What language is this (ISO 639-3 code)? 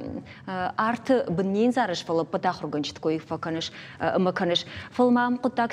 oss